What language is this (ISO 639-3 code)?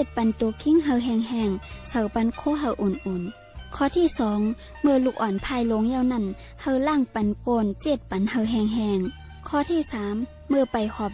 shn